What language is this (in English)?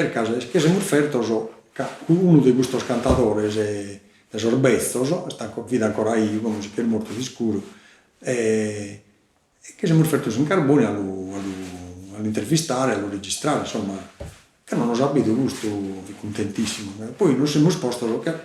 Sardinian